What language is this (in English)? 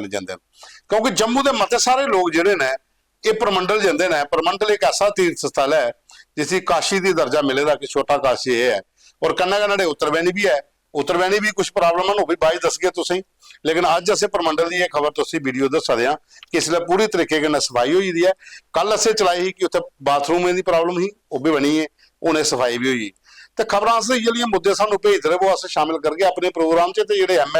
Dogri